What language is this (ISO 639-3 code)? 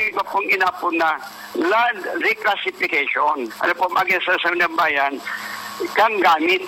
bik